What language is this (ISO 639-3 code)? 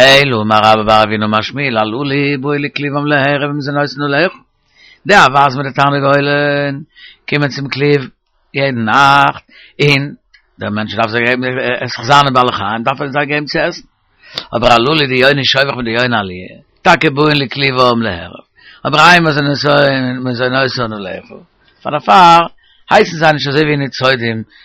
yid